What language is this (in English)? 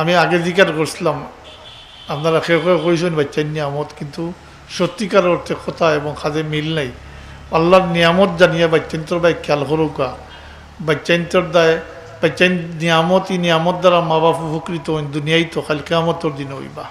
Sylheti